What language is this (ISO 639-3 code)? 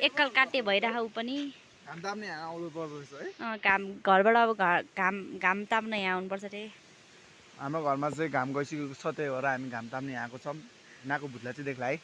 nep